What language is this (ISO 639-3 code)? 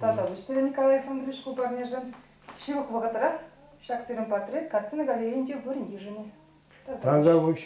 chv